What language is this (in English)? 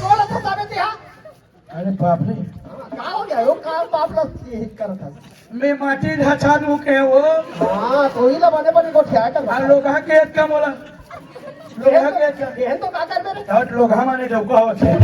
Chhattisgarhi